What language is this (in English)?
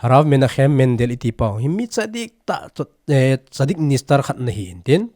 Thado Chin